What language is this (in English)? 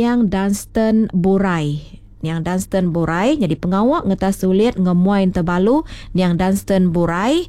Iban